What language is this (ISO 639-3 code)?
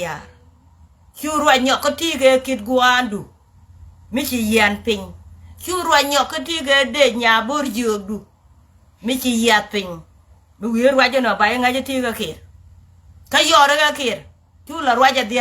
nus